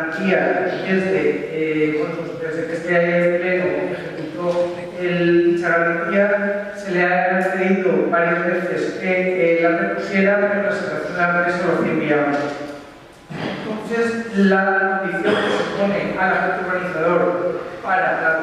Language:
Spanish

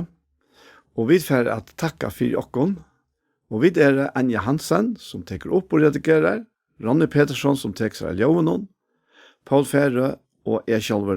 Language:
Faroese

